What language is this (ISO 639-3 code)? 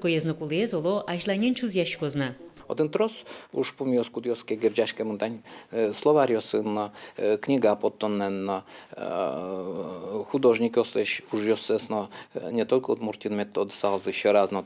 udm